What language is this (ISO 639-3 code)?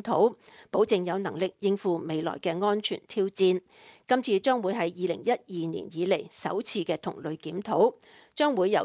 yue